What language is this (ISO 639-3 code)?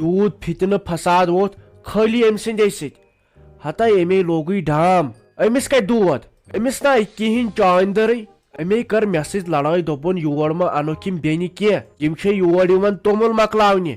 kas